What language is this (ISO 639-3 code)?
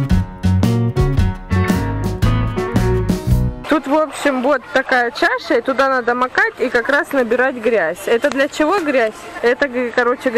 rus